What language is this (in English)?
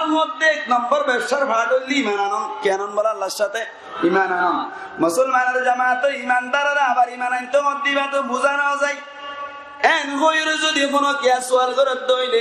Rohingya